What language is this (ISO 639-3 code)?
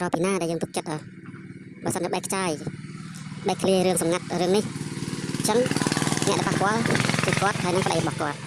khm